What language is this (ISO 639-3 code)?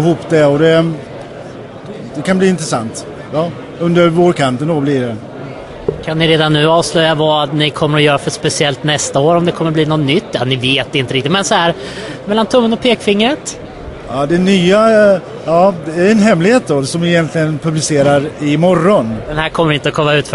swe